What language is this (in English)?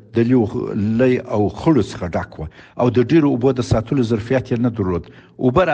Pashto